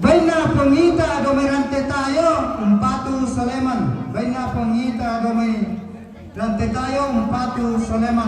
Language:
Toraja-Sa'dan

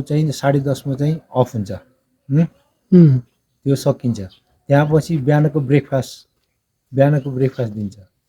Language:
Nepali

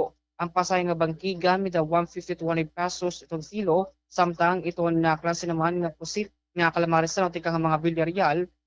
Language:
Waray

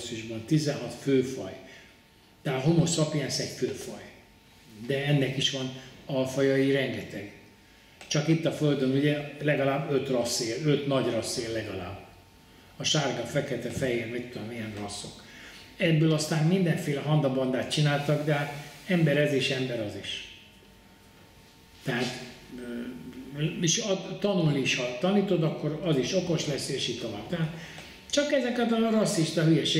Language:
Hungarian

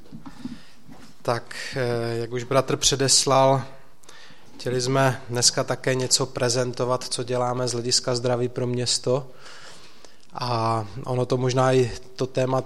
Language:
Czech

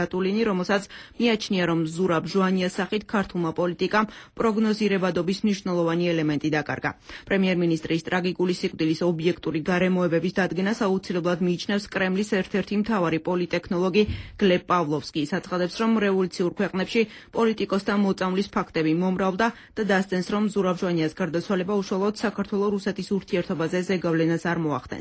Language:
Georgian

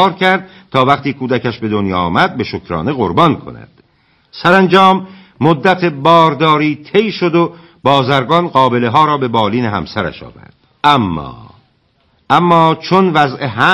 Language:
Persian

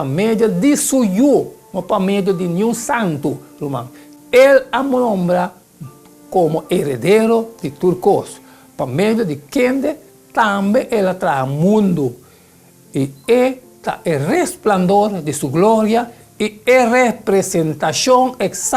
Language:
Papiamento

